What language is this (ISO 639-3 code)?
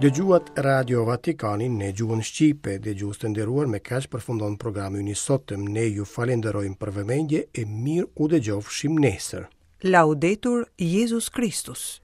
sqi